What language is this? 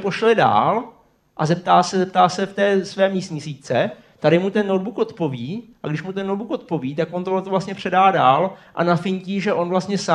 Czech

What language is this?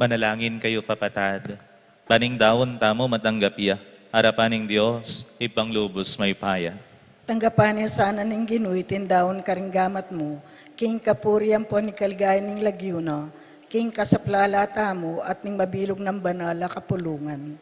Pampanga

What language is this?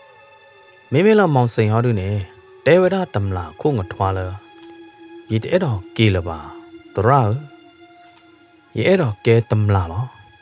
S'gaw Karen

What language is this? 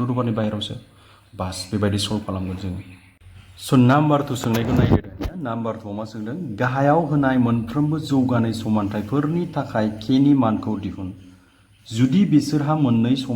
Bodo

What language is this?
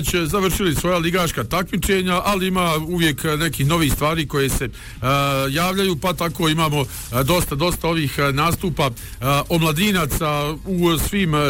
Bosnian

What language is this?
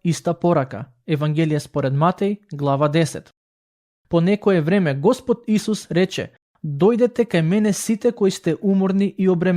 Macedonian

